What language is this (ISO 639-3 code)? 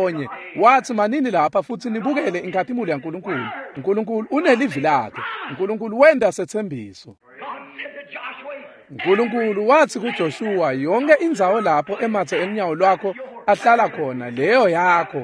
ssw